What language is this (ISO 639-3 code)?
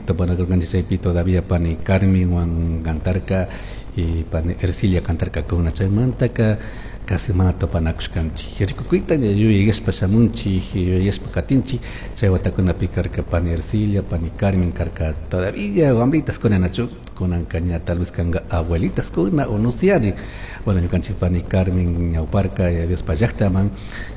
qug